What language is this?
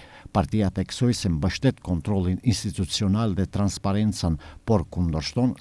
Albanian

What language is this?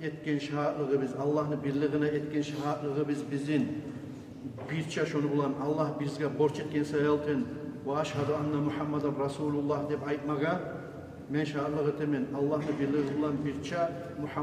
Kumyk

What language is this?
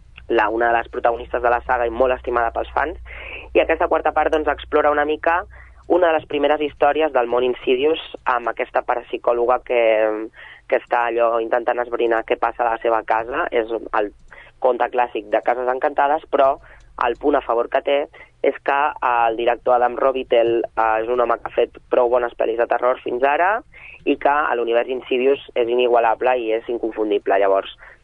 Catalan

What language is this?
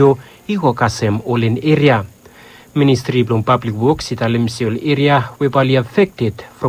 Bislama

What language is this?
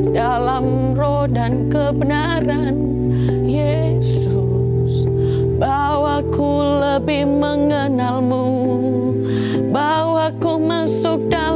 Indonesian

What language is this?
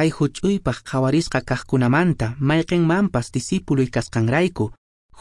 Quechua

